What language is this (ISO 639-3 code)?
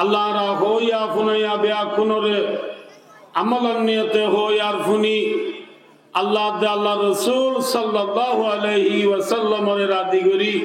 rhg